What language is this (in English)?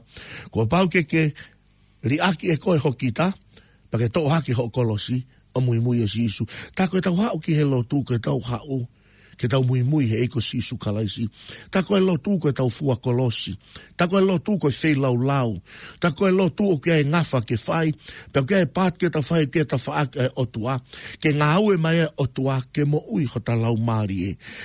Tongan